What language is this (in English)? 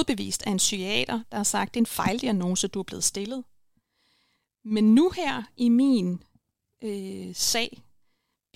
Danish